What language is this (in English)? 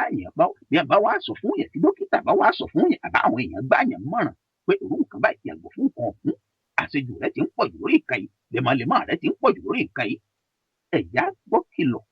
Yoruba